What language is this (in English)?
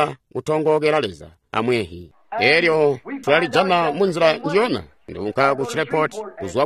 Tonga (Zambia)